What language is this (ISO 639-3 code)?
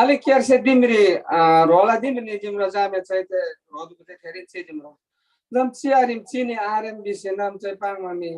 taj